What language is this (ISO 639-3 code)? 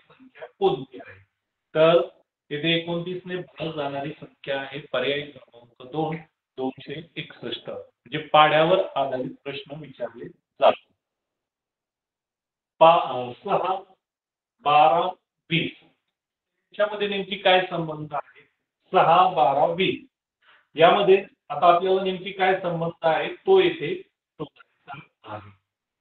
mar